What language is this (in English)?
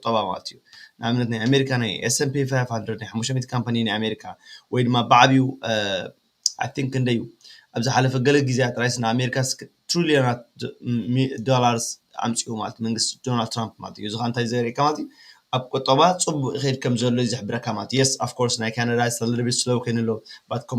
Tigrinya